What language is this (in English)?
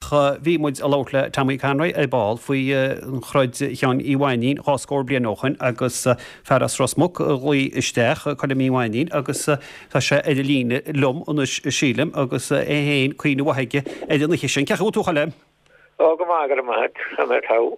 Irish